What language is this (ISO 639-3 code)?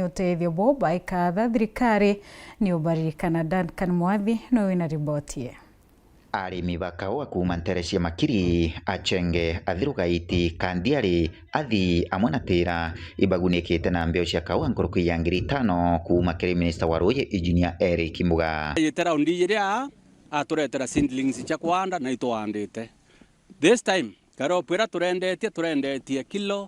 mer